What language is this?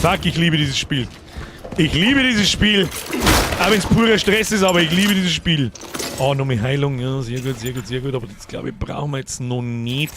Bavarian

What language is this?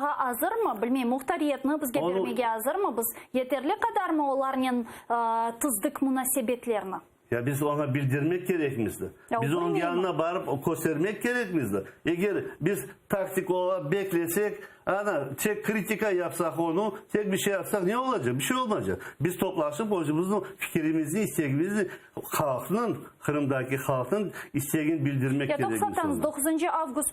Crimean Tatar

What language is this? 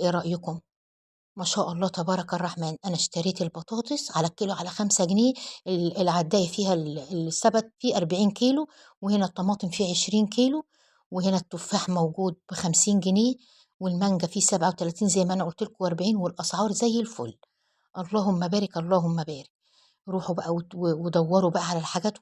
Egyptian Arabic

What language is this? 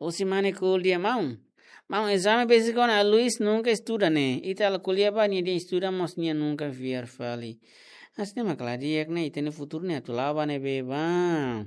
Tetum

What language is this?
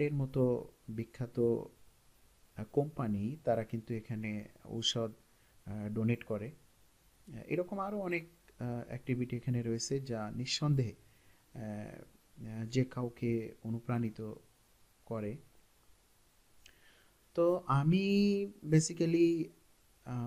Bangla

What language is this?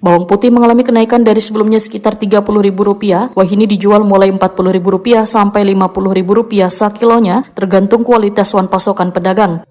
Banjar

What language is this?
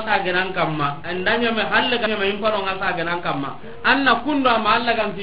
Soninke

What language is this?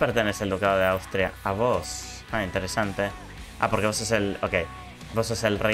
Spanish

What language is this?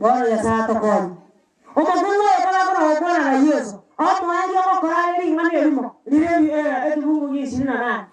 Gusii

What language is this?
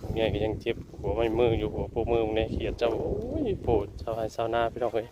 Northeastern Thai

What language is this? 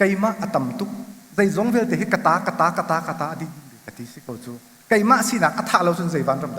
Hakha Chin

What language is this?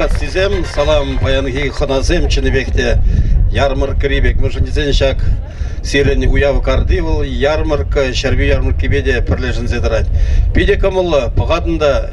Chuvash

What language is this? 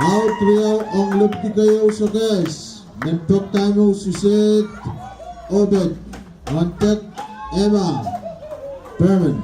Pohnpeian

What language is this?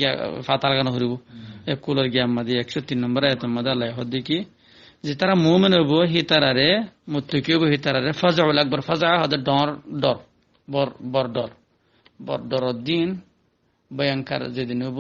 Rohingya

